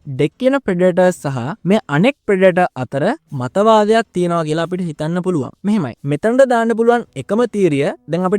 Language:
Sinhala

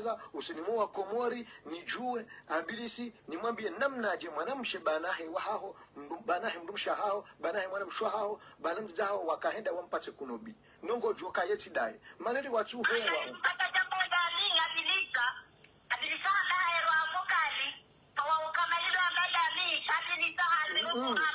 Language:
Swahili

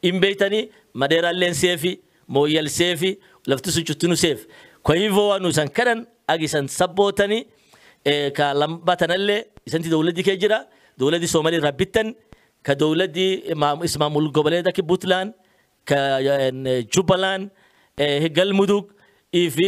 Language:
Oromo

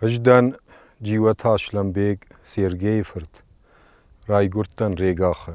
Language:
Ossetic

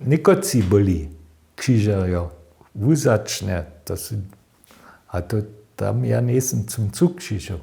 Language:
Upper Sorbian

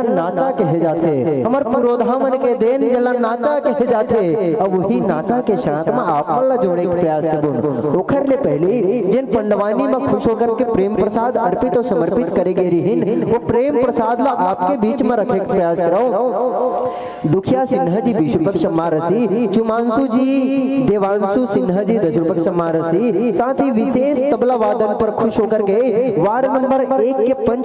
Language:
Chhattisgarhi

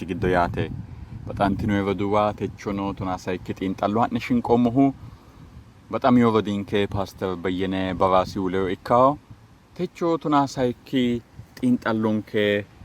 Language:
Sidamo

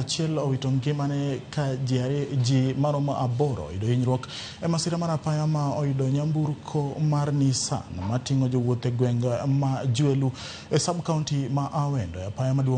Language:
Luo (Kenya and Tanzania)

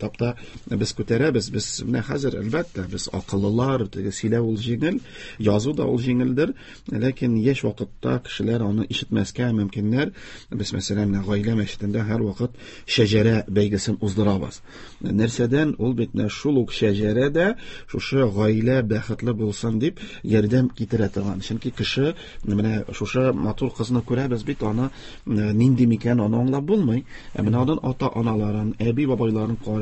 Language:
Tatar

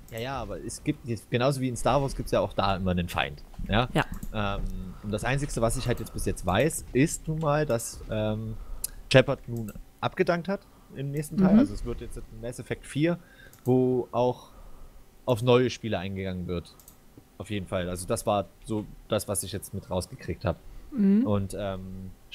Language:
German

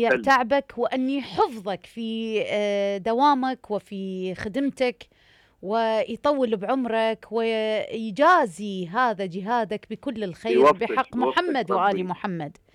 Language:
Mesopotamian Arabic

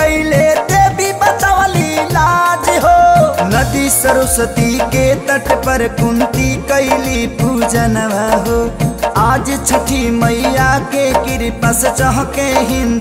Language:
Bhojpuri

